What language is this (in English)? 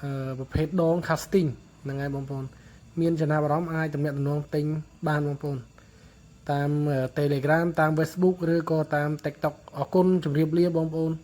Khmer